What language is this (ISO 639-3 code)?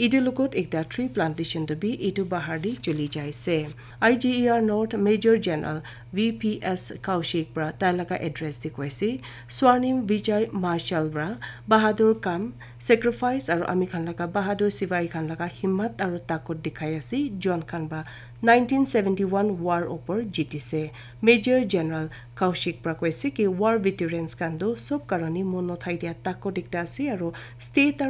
nag